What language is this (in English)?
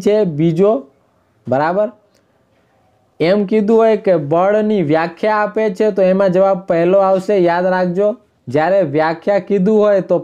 Gujarati